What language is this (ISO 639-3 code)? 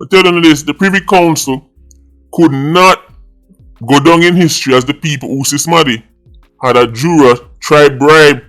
jam